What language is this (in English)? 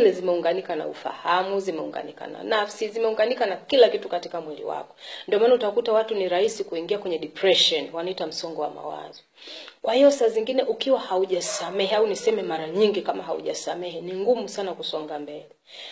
Swahili